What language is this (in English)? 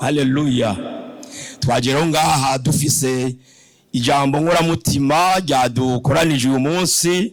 Rundi